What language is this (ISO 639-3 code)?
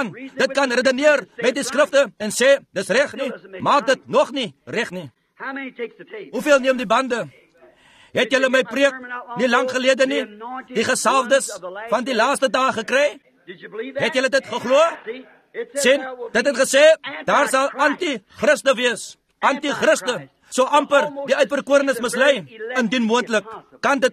afr